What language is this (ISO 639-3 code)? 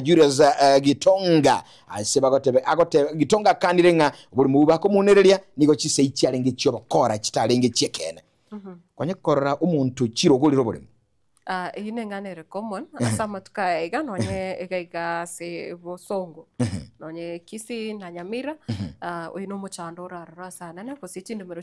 guz